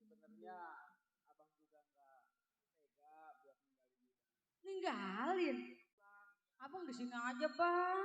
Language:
Betawi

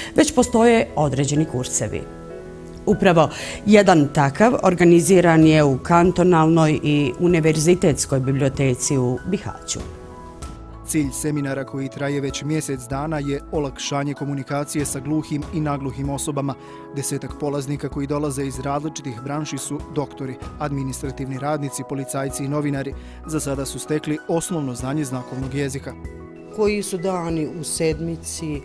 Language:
Bosnian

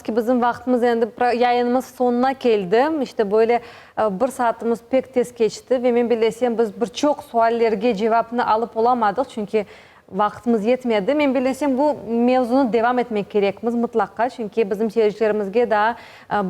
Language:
Crimean Tatar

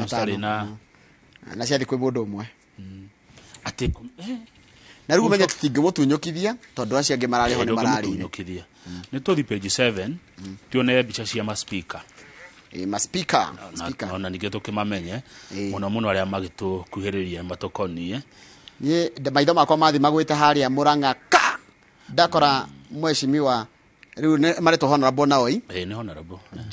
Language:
Kikuyu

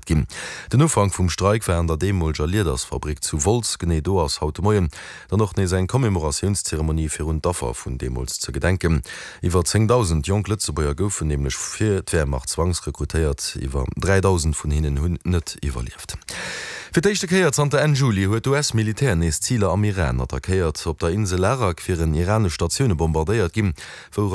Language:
Luxembourgish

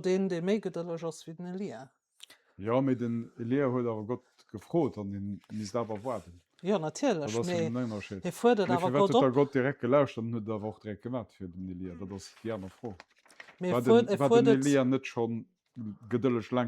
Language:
Luxembourgish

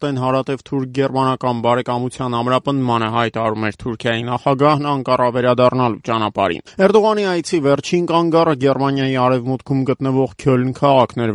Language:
Armenian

